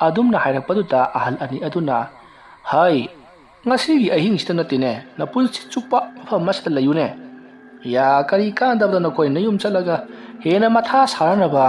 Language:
Manipuri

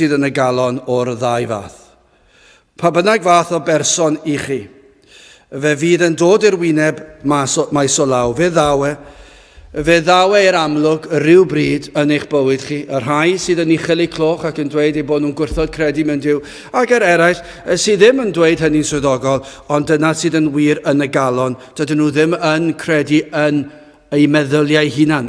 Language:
Welsh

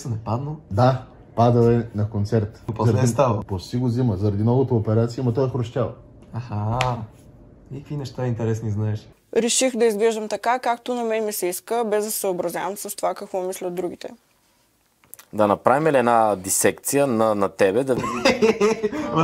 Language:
Bulgarian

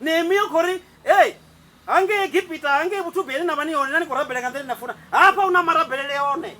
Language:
Venda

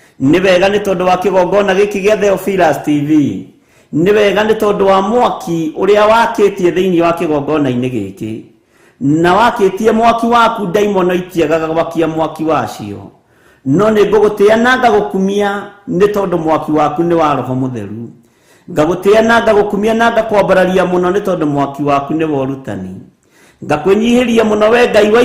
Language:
Kikuyu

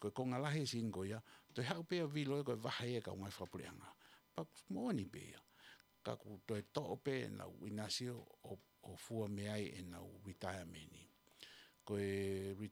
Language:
Tongan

